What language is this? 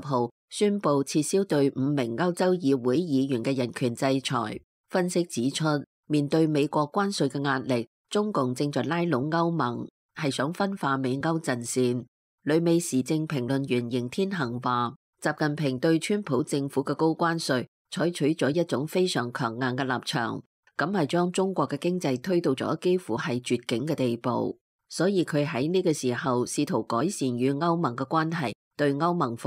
Cantonese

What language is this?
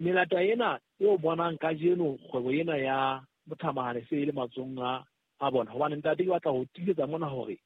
Southern Sotho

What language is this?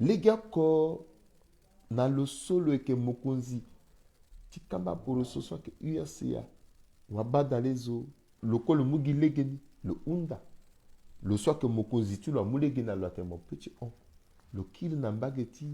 Sango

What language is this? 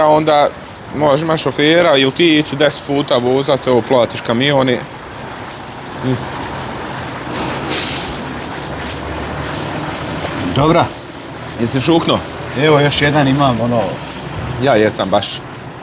Croatian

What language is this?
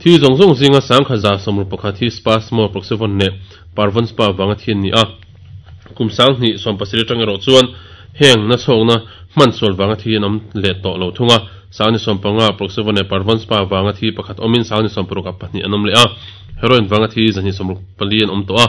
Mizo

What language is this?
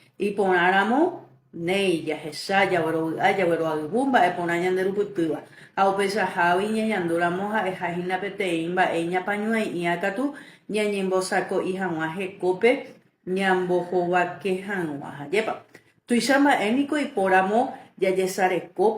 Guarani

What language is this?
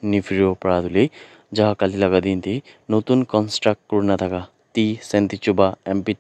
Naga Pidgin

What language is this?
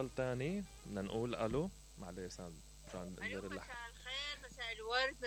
Mesopotamian Arabic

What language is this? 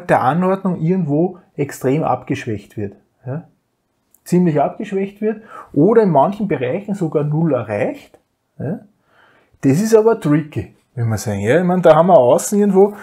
German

